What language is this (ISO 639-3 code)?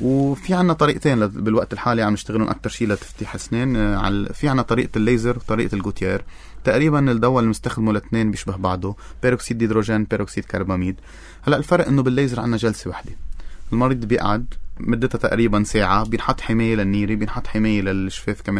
apc